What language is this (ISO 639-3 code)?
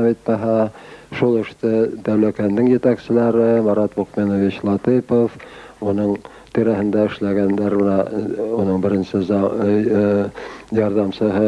bak